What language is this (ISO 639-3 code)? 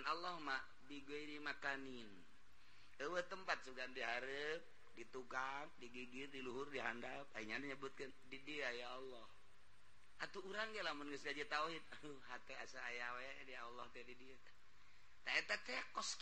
sun